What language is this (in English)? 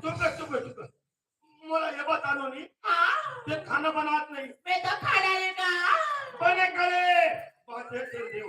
Chhattisgarhi